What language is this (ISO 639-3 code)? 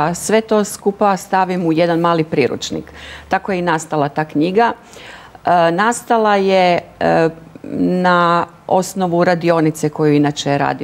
hrv